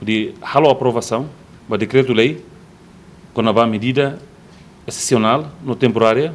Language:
Tetum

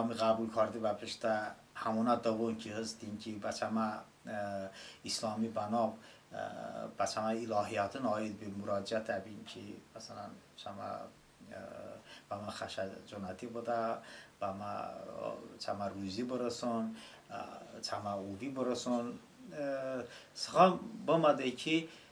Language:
Talysh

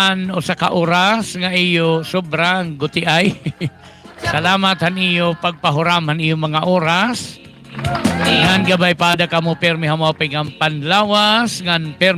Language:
Waray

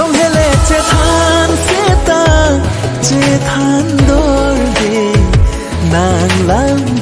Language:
Karbi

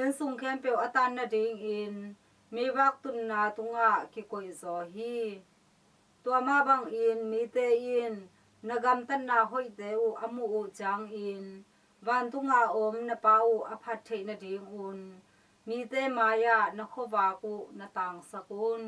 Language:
Tedim Chin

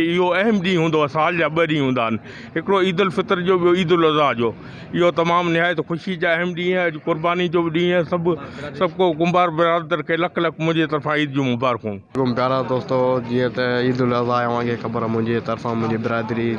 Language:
Sindhi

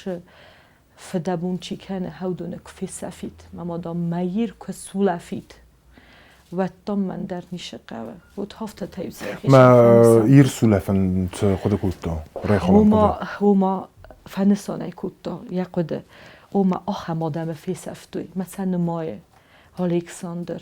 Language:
Ossetic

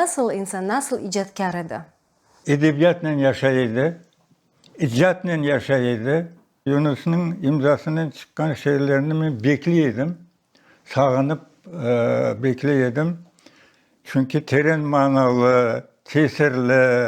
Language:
Crimean Tatar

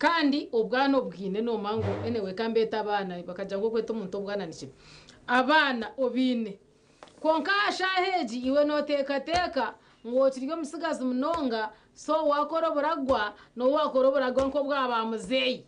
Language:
Nyankole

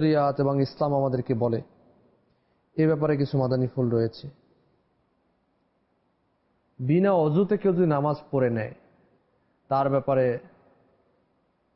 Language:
Bangla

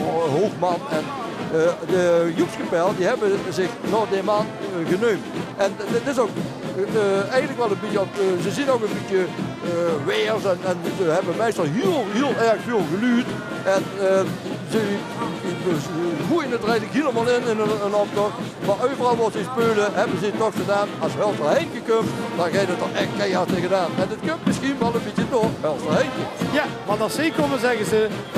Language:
Limburgish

